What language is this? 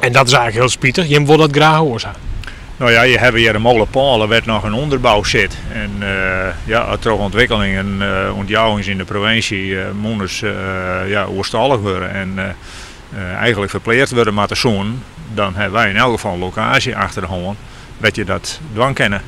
Western Frisian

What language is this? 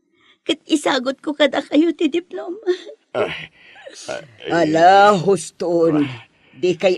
Iloko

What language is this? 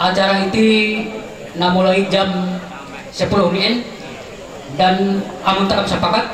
Ma'anyan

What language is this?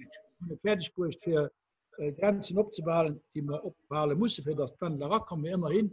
Luxembourgish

